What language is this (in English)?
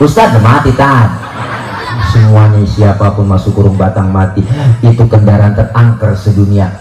Betawi